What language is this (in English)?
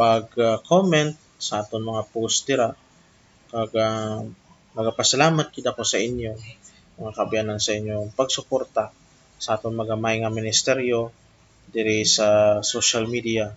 Hiligaynon